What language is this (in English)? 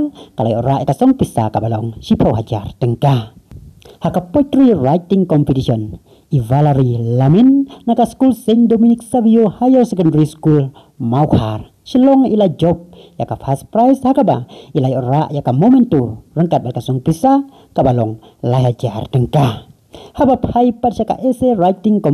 Khasi